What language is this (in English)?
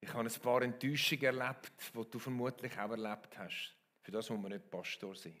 Swiss German